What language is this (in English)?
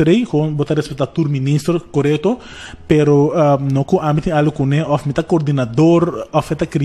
Papiamento